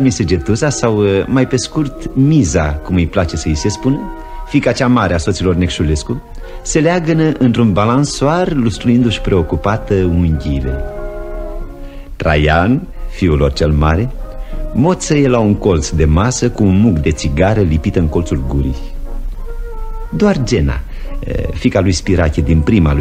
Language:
Romanian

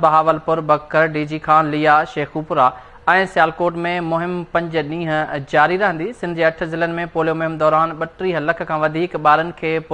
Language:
Sindhi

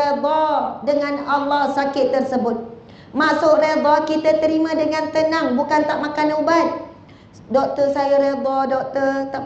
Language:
Malay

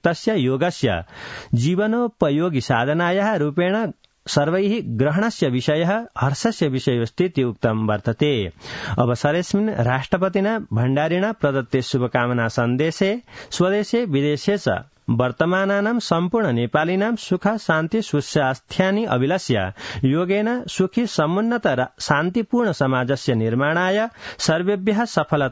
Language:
Sanskrit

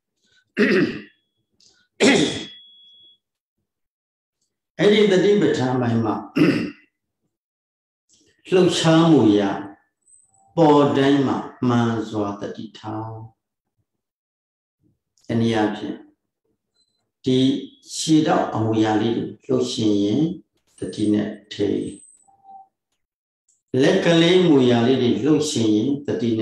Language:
Burmese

